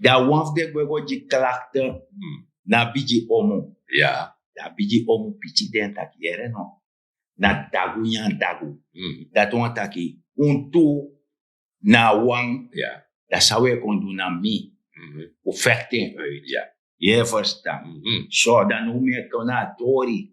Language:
Sranan Tongo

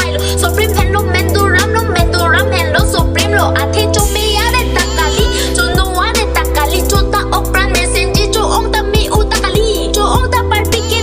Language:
Karbi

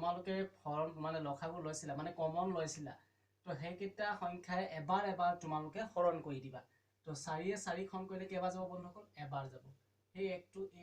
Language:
Assamese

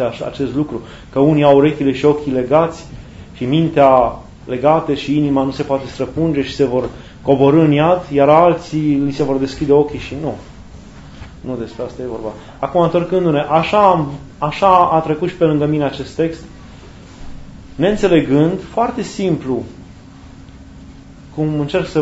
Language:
Romanian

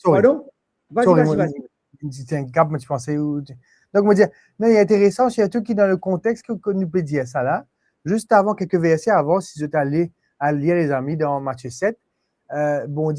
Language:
Morisyen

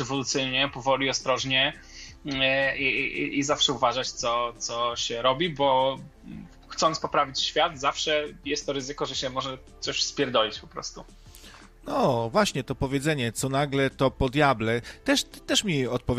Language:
Polish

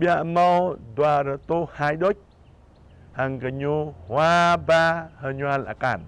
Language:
Jarai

